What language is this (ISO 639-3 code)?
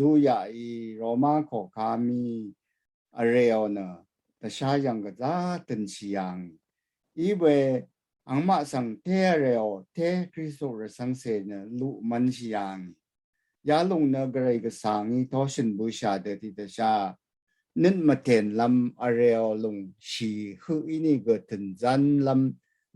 raw